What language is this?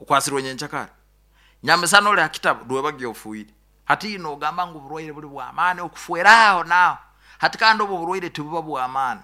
Nyoro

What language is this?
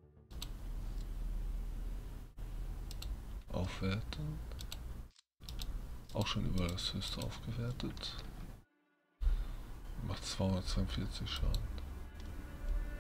German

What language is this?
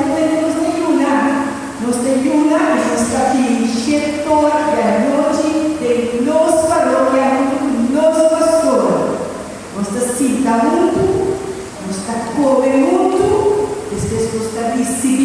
Papiamento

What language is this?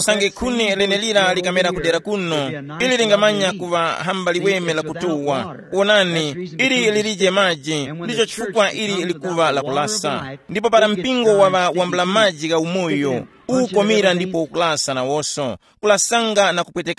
Tumbuka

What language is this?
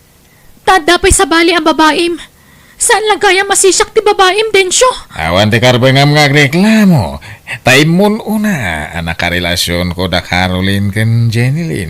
Iloko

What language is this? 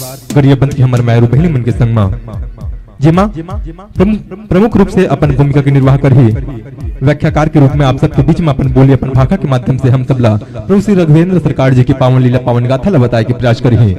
Chhattisgarhi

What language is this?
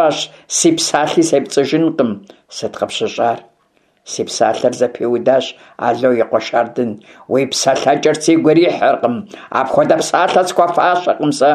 Kabardian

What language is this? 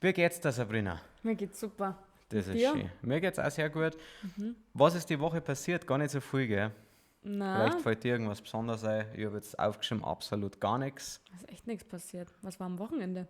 Bavarian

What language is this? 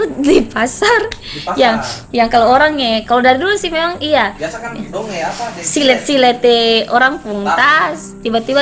Ambonese Malay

